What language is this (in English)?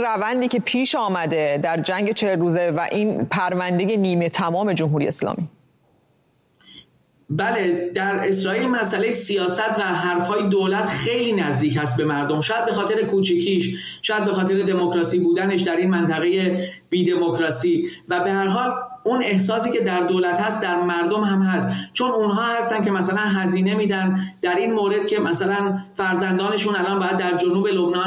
Persian